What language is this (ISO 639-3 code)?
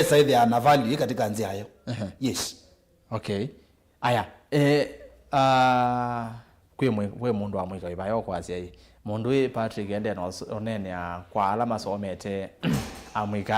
kam